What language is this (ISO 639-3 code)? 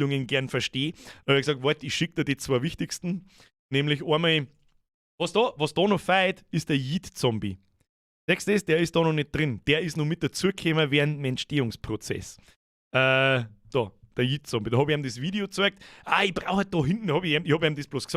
bar